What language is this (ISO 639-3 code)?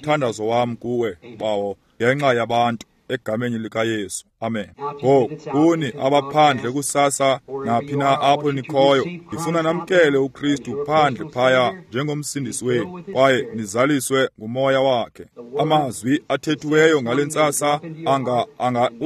xho